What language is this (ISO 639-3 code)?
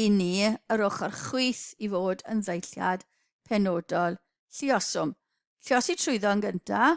cym